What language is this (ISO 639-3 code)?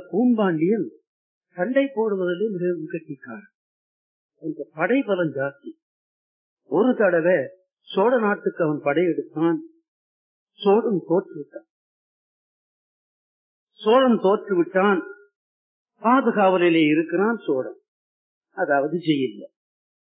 tam